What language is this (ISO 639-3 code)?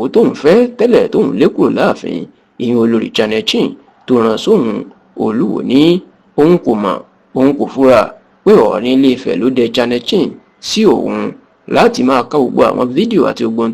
yor